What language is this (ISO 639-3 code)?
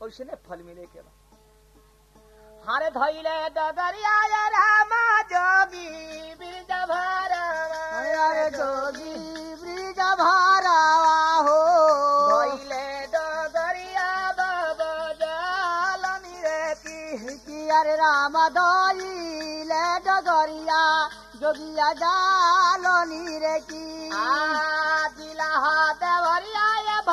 bho